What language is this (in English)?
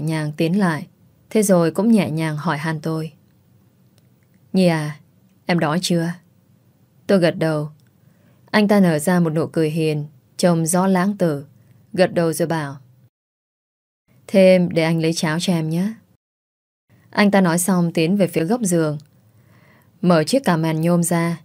Vietnamese